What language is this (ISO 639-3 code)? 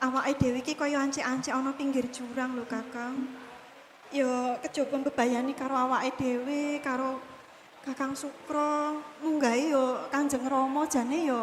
jav